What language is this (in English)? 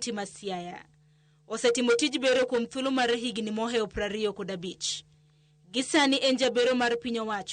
Luo (Kenya and Tanzania)